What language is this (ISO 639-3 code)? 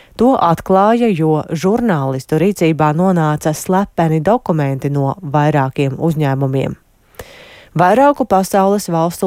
lav